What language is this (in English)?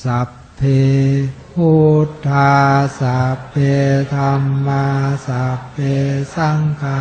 Pali